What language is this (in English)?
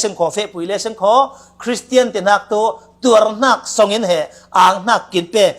Falam Chin